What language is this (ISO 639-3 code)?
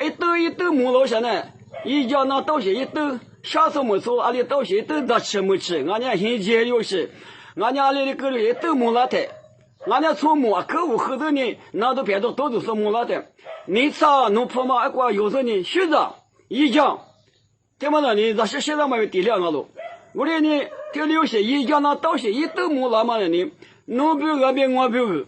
lis